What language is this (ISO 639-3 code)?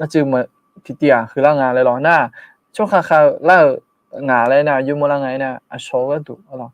ahk